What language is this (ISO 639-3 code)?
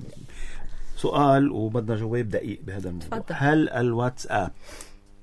apc